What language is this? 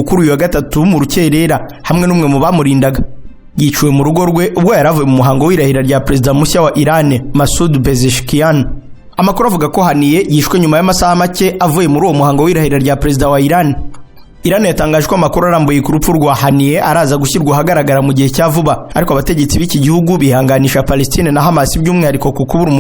Kinyarwanda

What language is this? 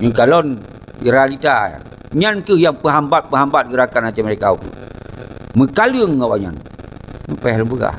Achinese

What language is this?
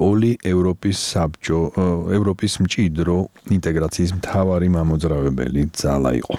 Georgian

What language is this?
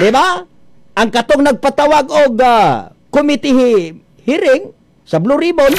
Cebuano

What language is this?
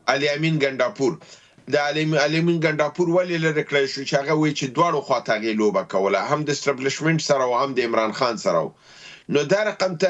Pashto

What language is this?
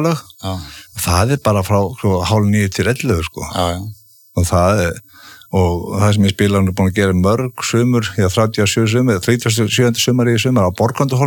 Icelandic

